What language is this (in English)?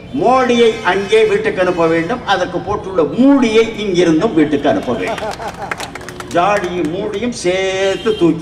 Tamil